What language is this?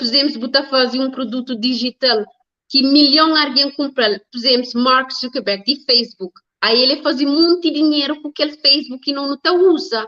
Kabuverdianu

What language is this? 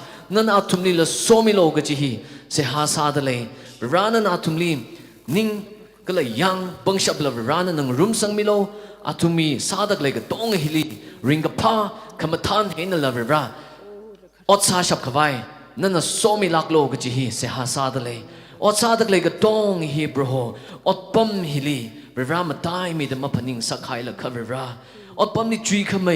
Tangkhul Naga (India)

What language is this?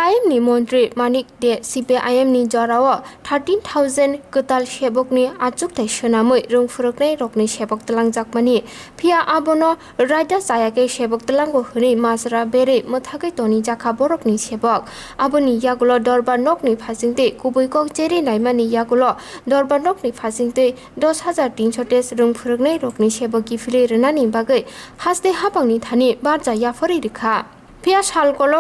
Kok Borok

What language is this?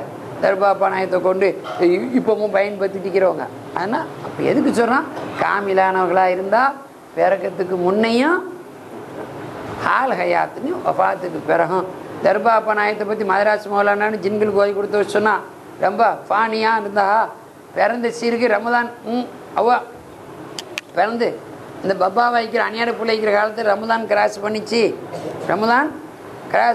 Tamil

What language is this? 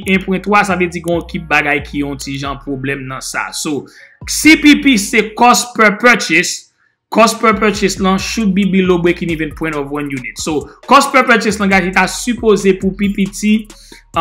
Haitian Creole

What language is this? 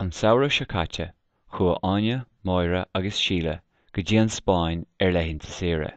Irish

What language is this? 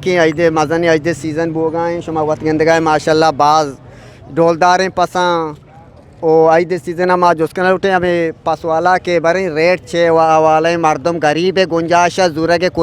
Eastern Balochi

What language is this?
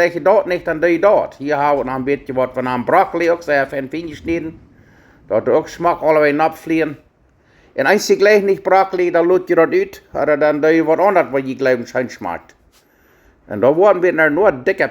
Plautdietsch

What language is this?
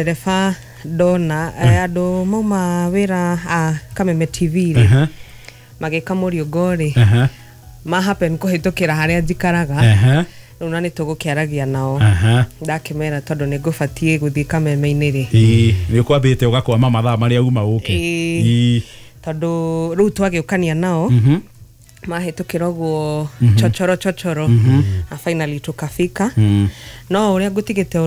Kikuyu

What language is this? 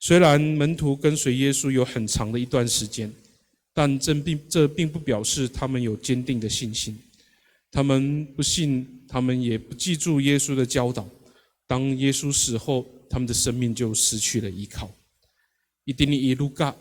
Amis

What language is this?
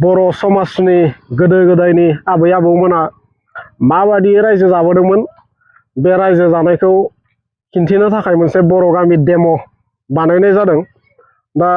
Bodo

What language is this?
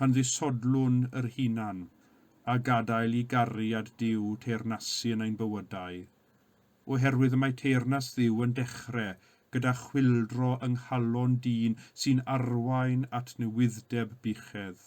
Welsh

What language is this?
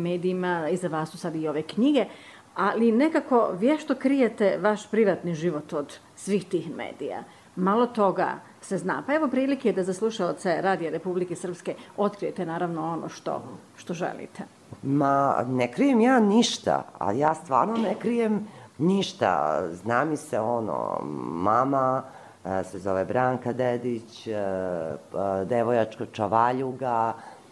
Serbian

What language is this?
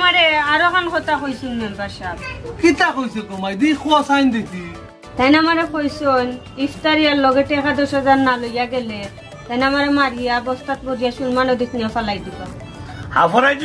Sylheti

